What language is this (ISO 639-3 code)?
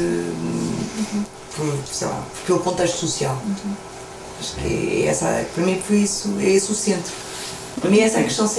por